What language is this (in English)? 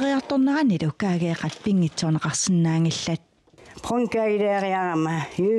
Kalaallisut